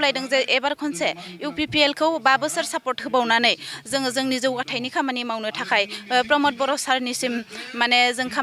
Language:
Bodo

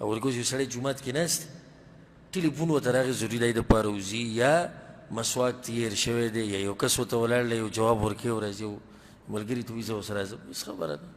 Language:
Pashto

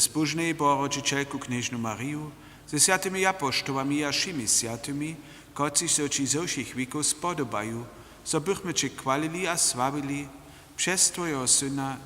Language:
Upper Sorbian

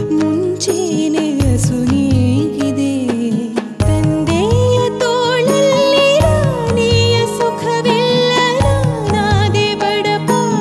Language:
Kannada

